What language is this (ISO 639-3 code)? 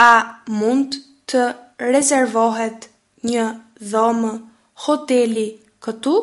sqi